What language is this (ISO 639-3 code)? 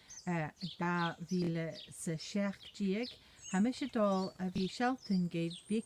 gla